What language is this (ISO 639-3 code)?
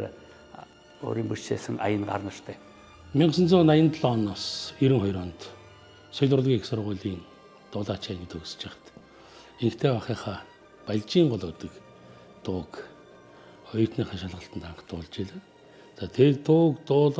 mon